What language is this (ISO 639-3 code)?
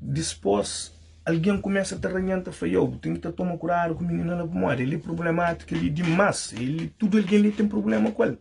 kea